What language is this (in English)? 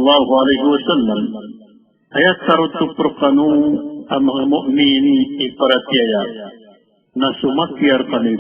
Maranao